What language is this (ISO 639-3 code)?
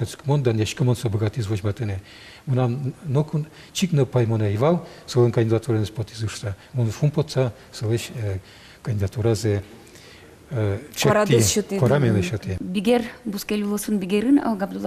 udm